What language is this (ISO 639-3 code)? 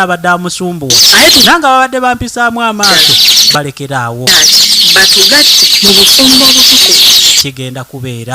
lug